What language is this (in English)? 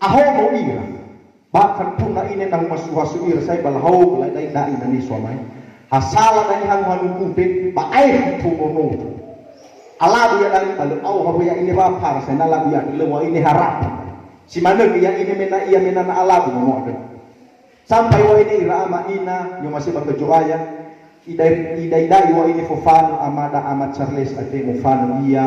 Nias